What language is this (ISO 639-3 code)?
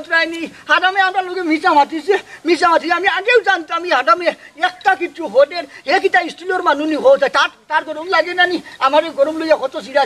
syl